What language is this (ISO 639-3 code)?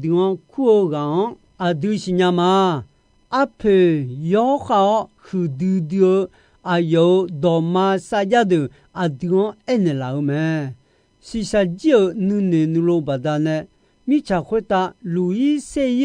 ahk